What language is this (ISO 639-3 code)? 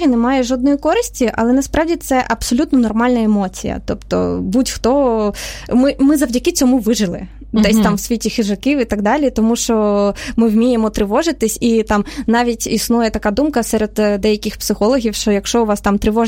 ukr